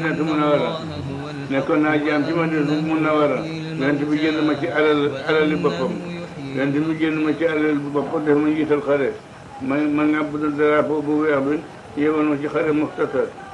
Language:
Wolof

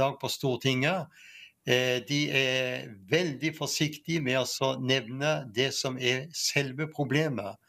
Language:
Norwegian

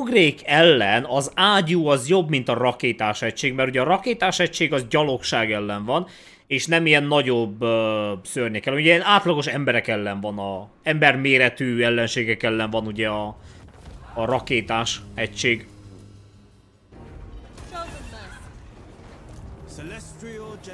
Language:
Hungarian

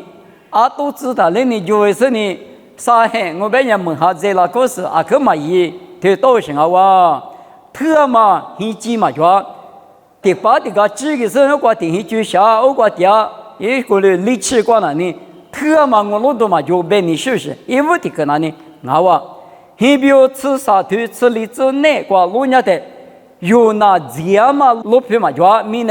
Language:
Lisu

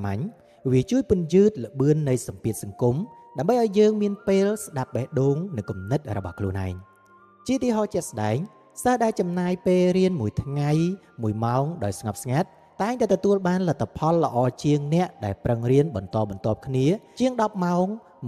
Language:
Khmer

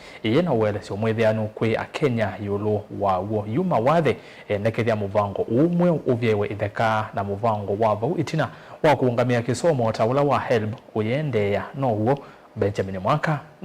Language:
Kamba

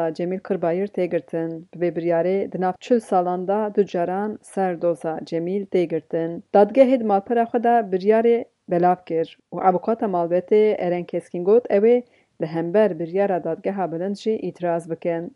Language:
Kurdish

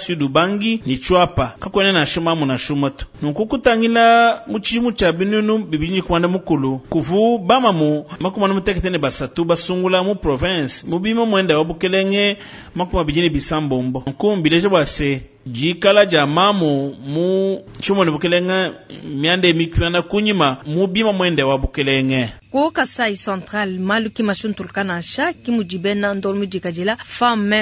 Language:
Luba-Lulua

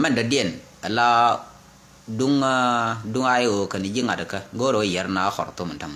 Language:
Nuer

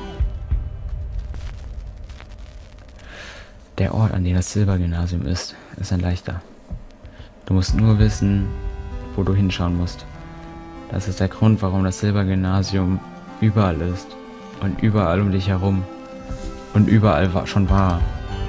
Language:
German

